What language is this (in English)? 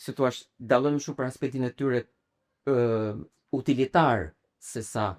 Albanian